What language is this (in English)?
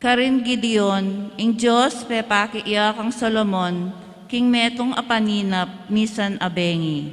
Pampanga